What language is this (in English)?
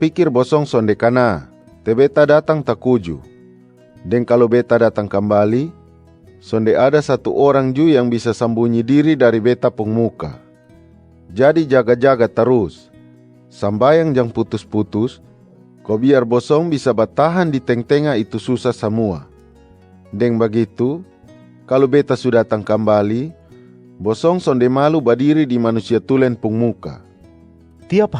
Kupang Malay